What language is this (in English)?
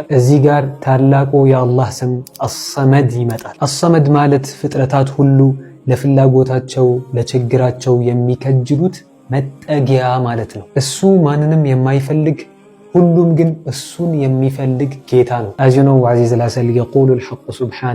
Amharic